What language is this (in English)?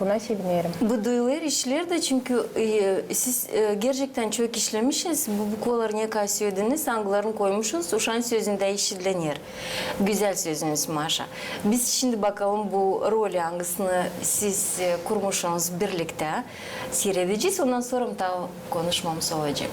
Gagauz